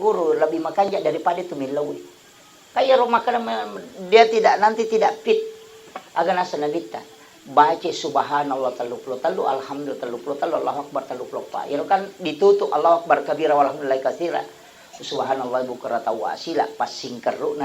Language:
Buginese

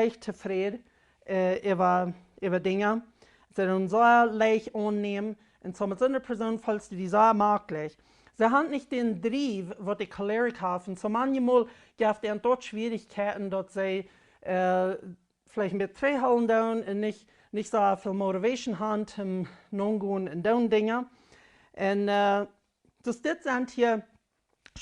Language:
Plautdietsch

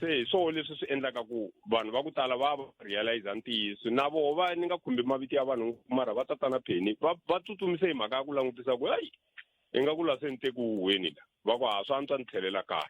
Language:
Tsonga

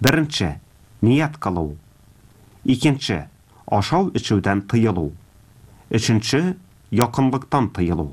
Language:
Tatar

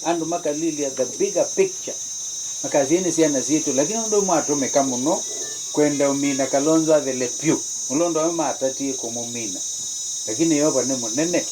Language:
Kamba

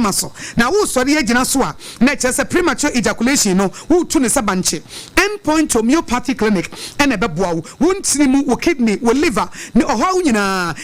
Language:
Akan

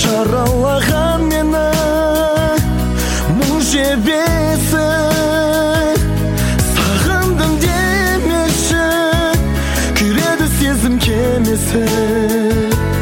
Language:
Kazakh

